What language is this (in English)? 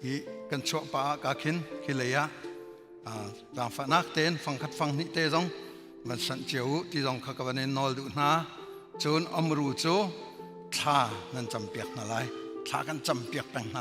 Hakha Chin